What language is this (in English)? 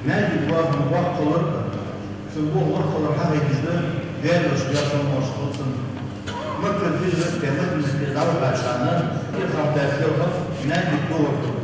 Ingush